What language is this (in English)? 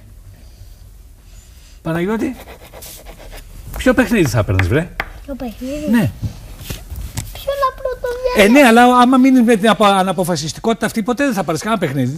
Greek